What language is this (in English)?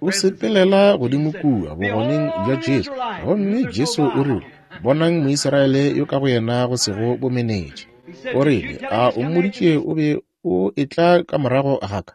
Northern Sotho